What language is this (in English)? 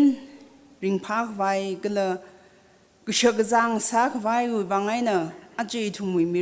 Tangkhul Naga (India)